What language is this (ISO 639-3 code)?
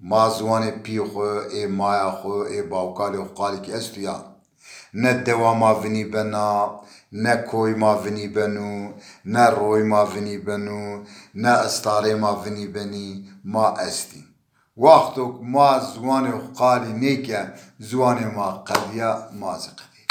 zza